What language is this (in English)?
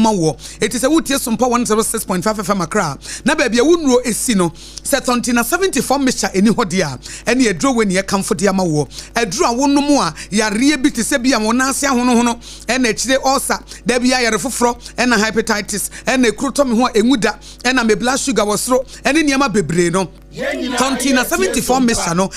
Akan